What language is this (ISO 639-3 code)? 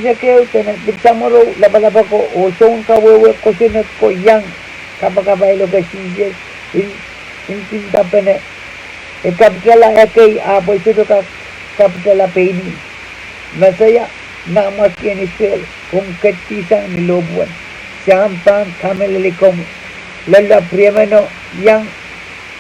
pon